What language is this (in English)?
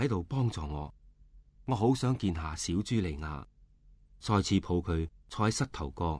Cantonese